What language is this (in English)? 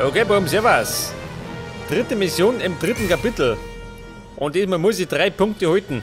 Bavarian